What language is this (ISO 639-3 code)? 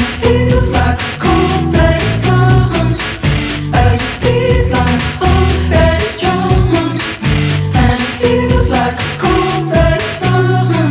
eng